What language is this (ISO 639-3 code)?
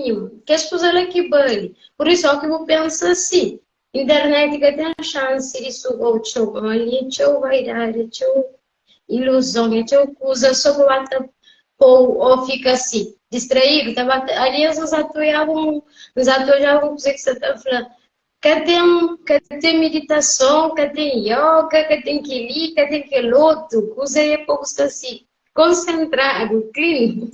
kea